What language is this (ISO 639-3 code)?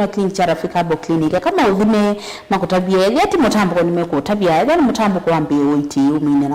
kam